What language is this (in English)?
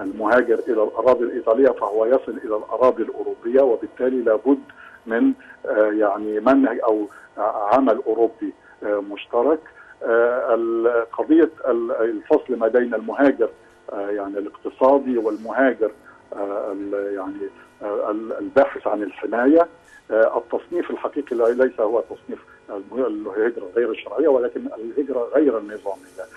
Arabic